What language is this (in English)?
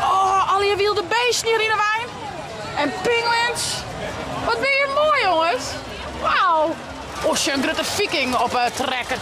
Western Frisian